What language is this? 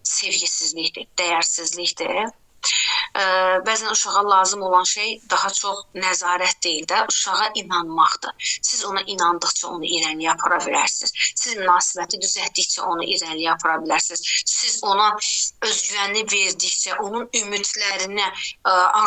Azerbaijani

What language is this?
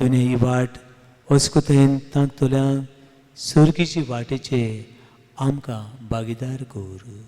Konkani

